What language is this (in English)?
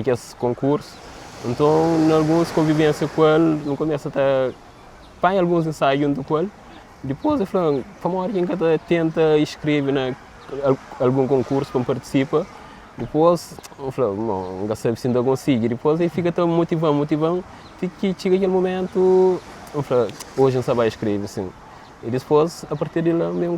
Kabuverdianu